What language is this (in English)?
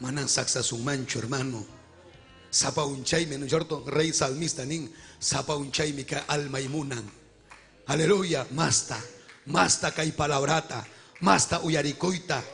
Ayacucho Quechua